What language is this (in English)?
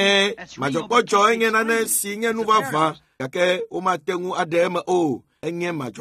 Ewe